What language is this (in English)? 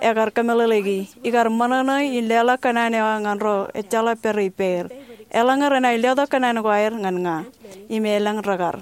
Marshallese